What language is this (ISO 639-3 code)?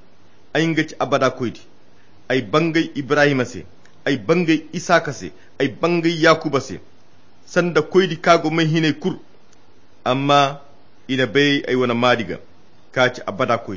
khq